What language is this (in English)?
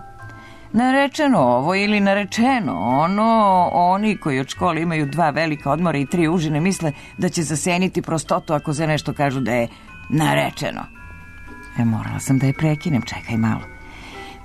Serbian